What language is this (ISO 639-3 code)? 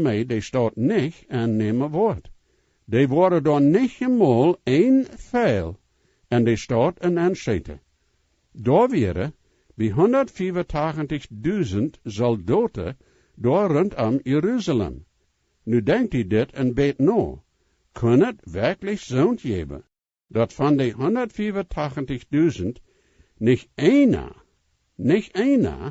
pdt